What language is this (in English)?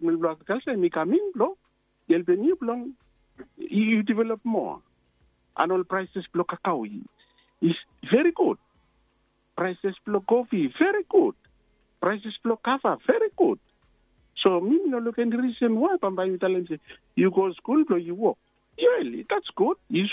Bislama